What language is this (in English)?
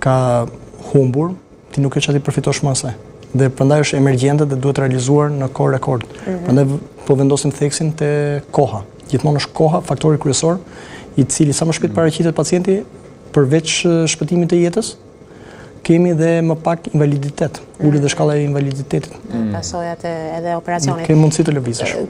Albanian